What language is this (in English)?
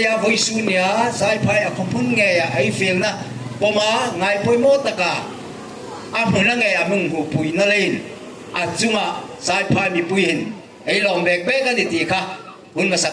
Hmar